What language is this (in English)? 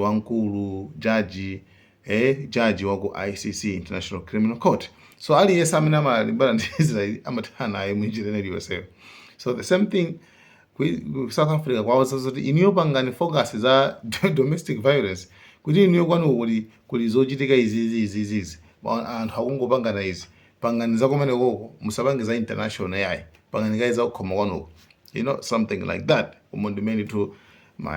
Nyanja